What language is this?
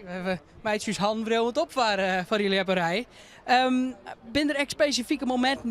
Western Frisian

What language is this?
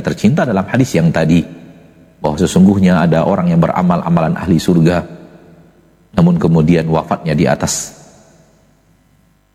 Indonesian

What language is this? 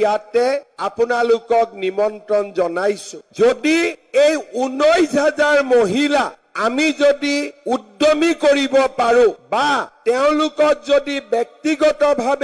Assamese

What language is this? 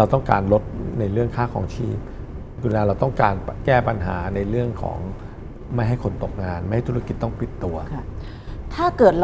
Thai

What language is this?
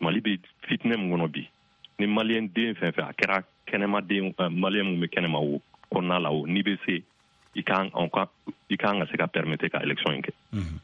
Bambara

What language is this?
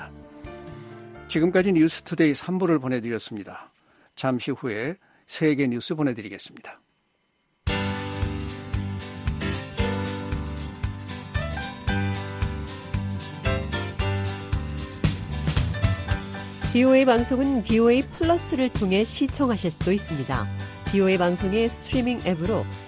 Korean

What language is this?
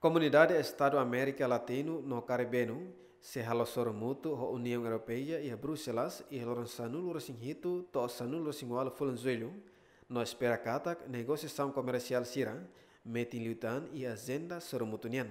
Tetum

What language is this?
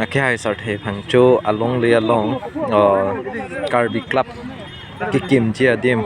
Karbi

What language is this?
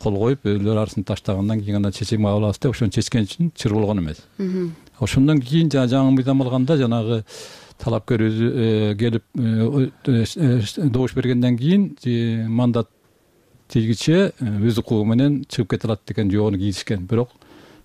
Kyrgyz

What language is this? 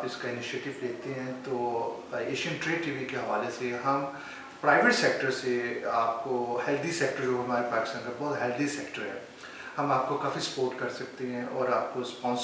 Urdu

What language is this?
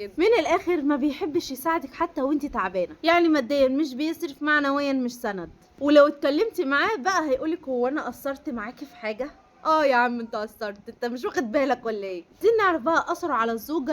Egyptian Arabic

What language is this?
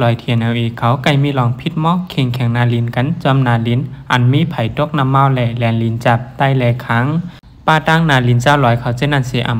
Shan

